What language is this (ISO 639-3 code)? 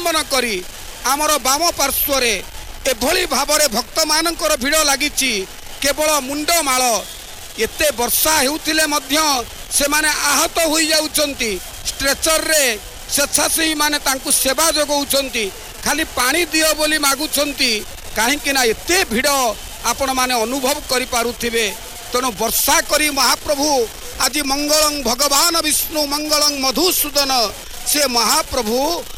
ori